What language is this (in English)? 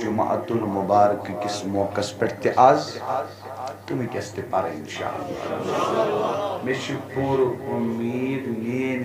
Kashmiri